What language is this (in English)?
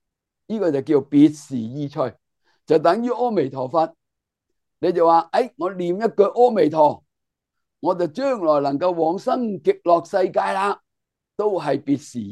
Cantonese